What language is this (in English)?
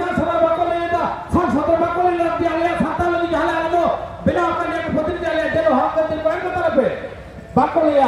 Santali